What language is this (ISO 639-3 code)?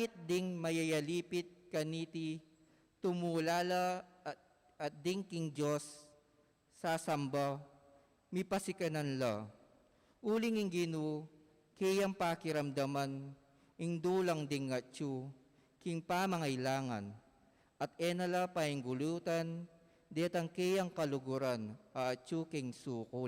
pam